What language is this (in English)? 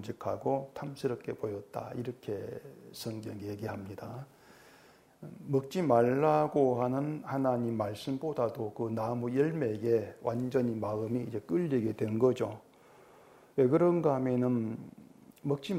Korean